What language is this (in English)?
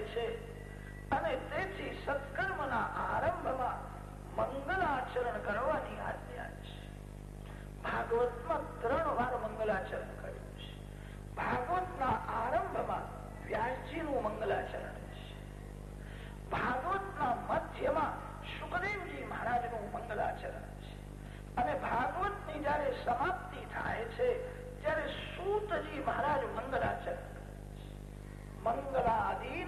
Gujarati